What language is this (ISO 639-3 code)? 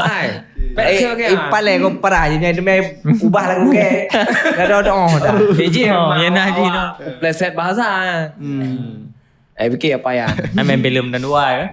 ace